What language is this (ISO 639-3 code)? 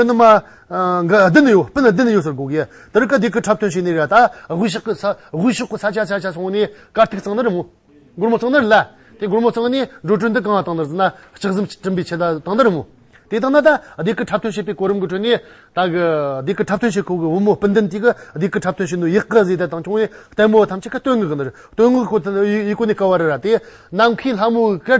adx